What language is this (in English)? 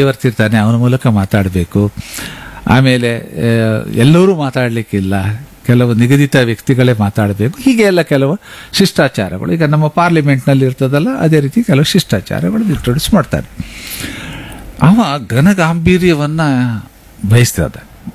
Kannada